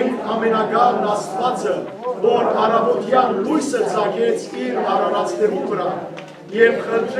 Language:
Western Armenian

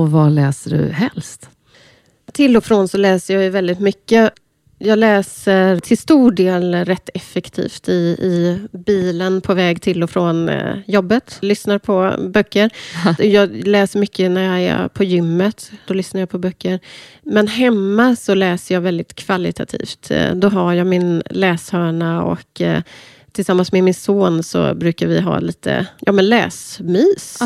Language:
Swedish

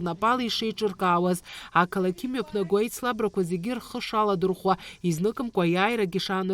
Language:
Abkhazian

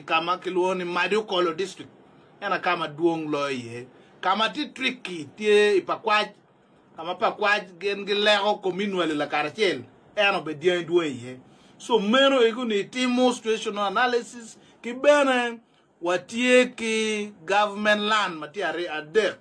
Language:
Acoli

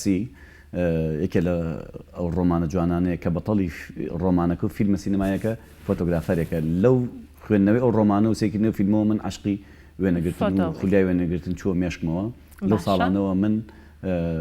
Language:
Central Kurdish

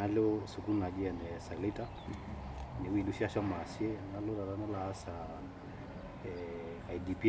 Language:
Masai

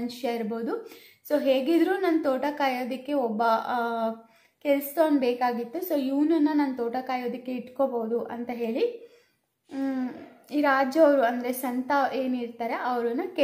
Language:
Kannada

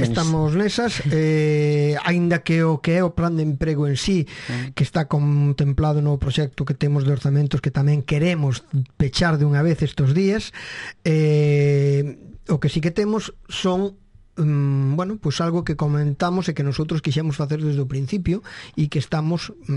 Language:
Galician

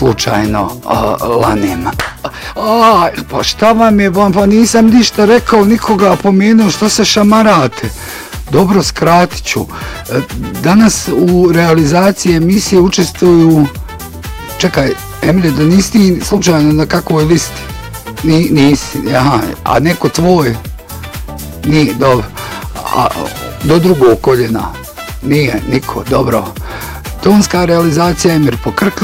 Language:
Bosnian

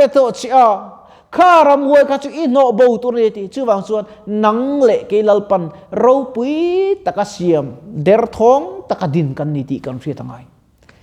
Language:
Mizo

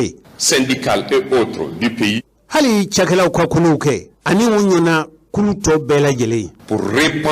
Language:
Bambara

